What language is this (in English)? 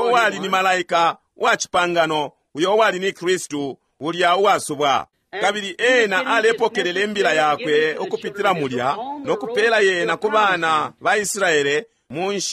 Bemba